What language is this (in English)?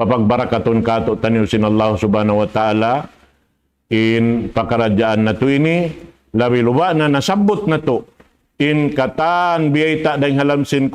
Tausug